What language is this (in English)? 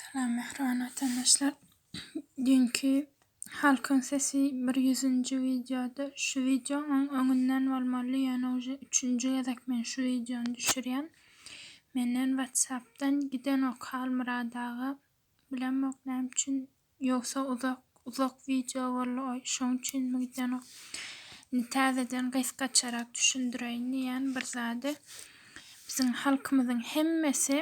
Turkmen